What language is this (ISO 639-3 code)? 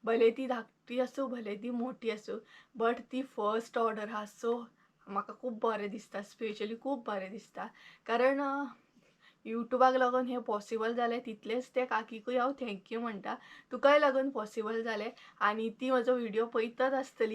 kok